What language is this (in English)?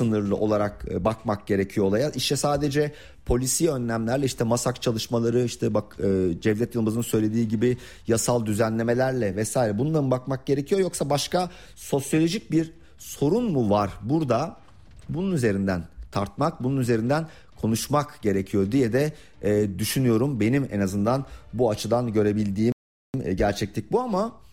Turkish